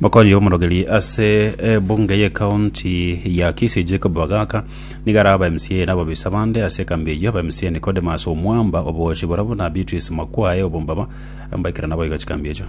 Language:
Gusii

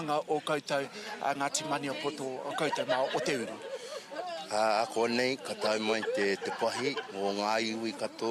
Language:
Māori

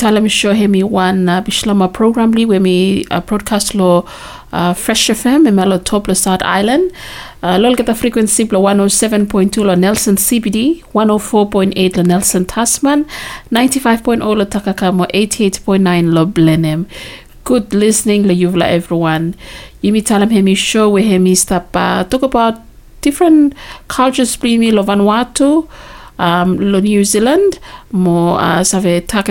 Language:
Bislama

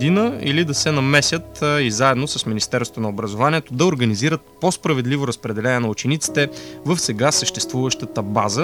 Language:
Bulgarian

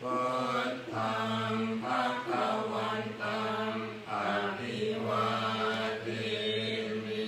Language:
Pali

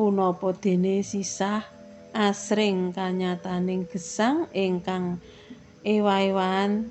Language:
Javanese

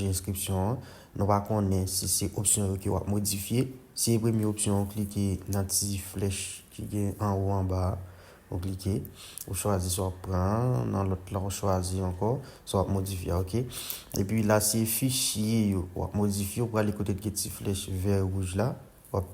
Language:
Haitian Creole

